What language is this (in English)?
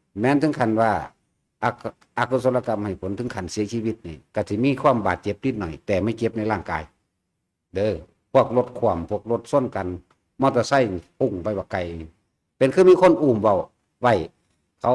Northeastern Thai